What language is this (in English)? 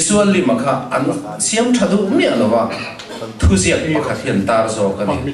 Mizo